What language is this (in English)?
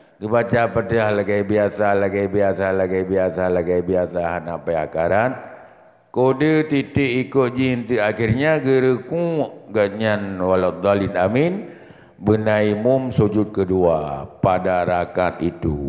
Achinese